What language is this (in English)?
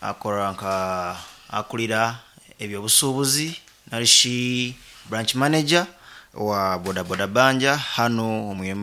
Nyankole